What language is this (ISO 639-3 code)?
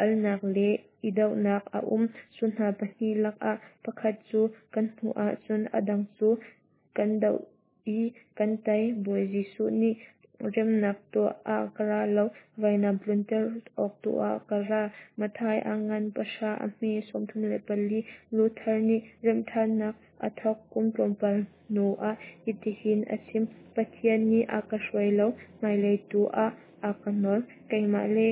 cnh